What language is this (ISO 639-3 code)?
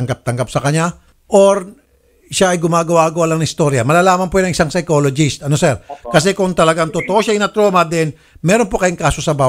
fil